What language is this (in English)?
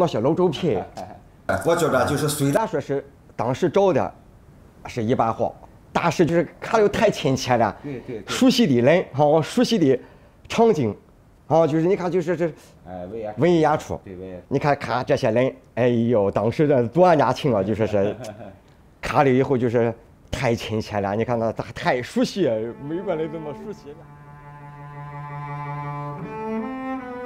Chinese